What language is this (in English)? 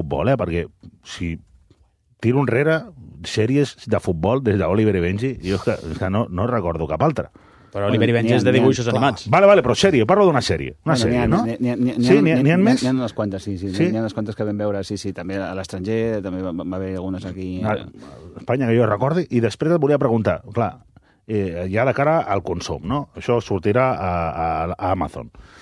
Catalan